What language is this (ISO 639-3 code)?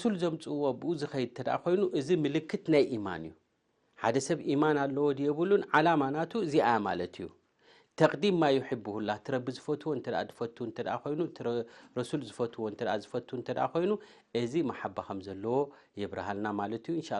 tir